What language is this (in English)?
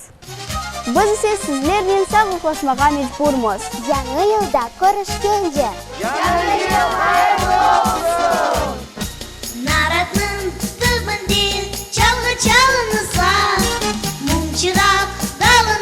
Crimean Tatar